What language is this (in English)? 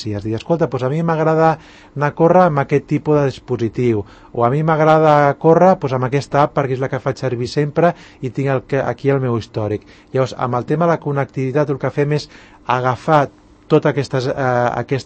Catalan